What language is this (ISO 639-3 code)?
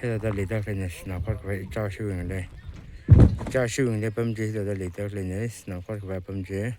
nmf